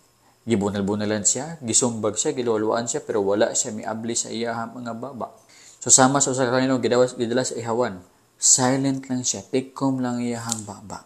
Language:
Cebuano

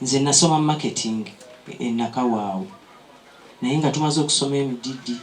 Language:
Ganda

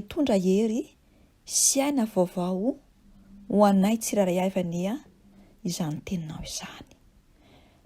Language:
Malagasy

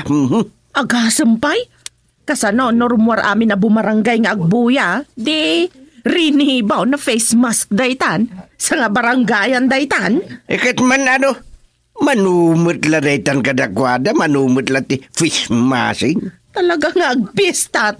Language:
Iloko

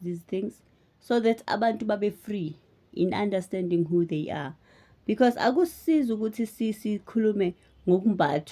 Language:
Zulu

